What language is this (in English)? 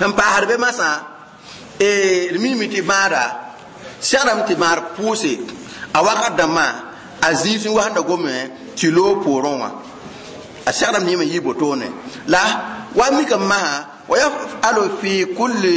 Mossi